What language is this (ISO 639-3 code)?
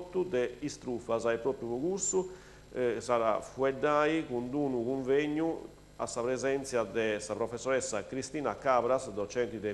srd